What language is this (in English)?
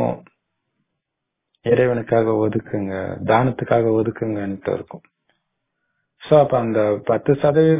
Tamil